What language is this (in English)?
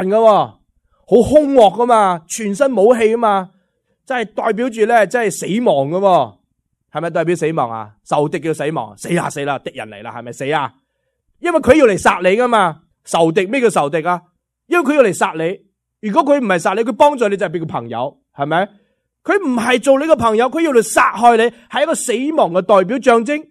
Cantonese